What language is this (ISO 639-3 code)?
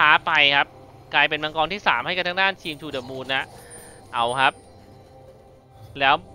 tha